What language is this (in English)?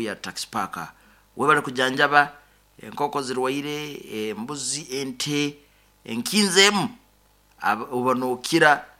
Nyoro